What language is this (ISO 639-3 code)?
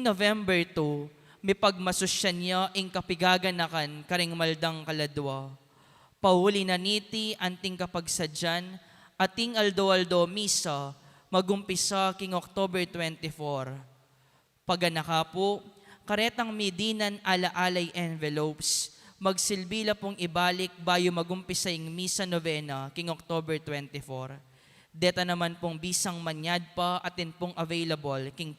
pam